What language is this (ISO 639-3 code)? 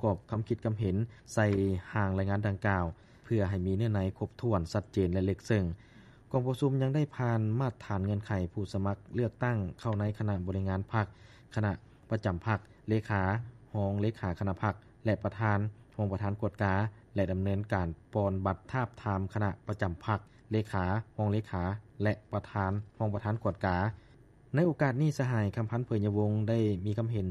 lao